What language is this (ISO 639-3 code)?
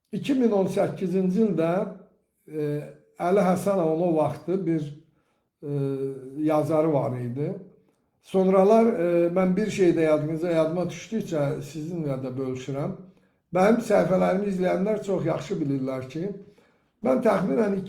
aze